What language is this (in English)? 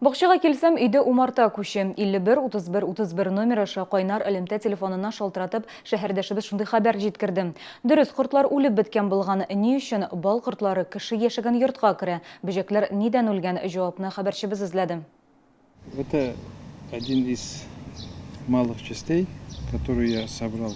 Tatar